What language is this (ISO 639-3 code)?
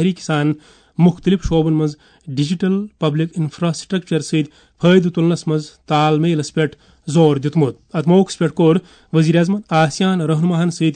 kas